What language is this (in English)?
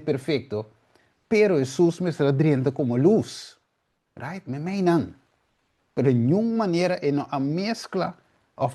Papiamento